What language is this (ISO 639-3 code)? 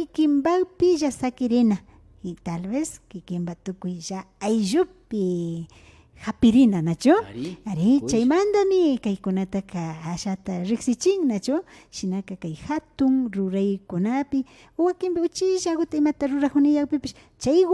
qvi